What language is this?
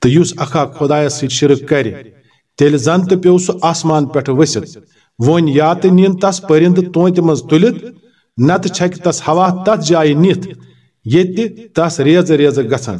Kashmiri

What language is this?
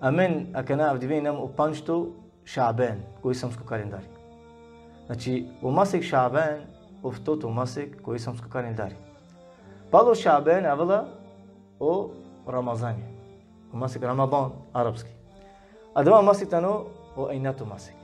Balkan Romani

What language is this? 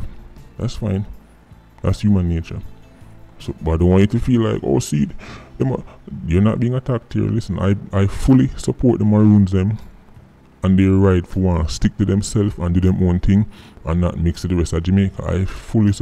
Jamaican Creole English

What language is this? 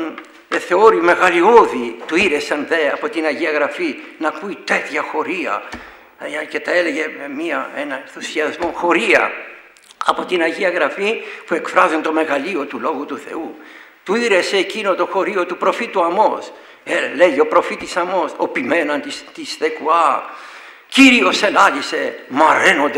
Greek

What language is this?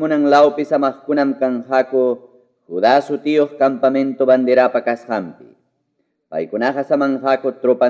Ayacucho Quechua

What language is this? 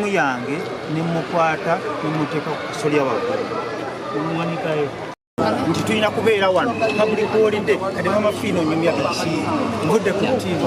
Ganda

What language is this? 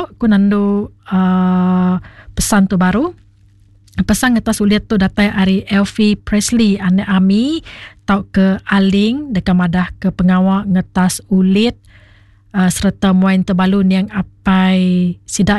Iban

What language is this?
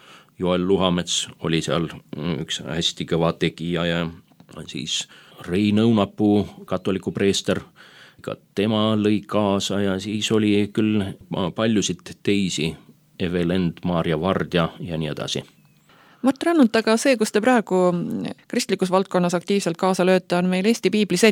Estonian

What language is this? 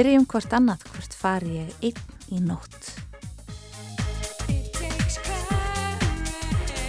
Icelandic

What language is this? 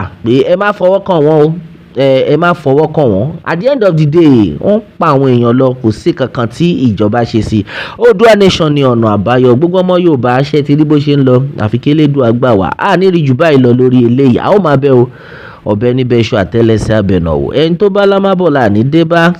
Yoruba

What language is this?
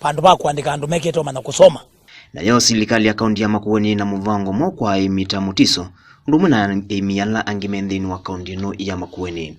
Kamba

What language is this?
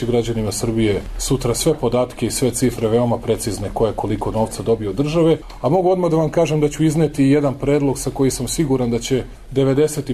Serbian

